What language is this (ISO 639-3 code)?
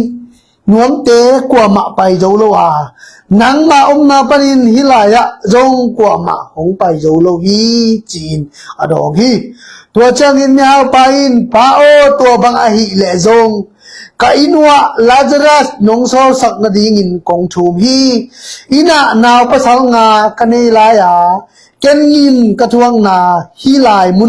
ctd